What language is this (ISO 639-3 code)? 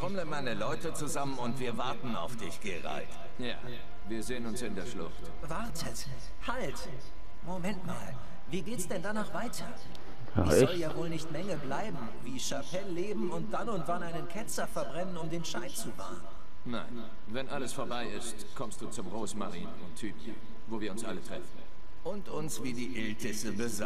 deu